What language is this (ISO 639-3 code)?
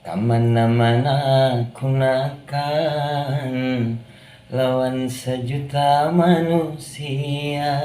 bjn